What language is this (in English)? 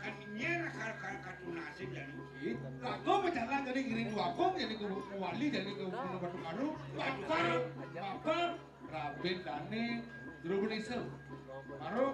Balinese